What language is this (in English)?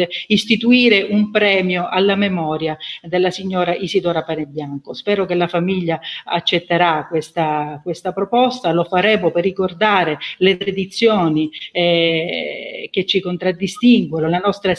Italian